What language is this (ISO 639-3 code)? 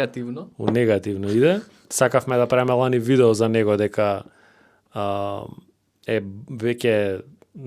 mkd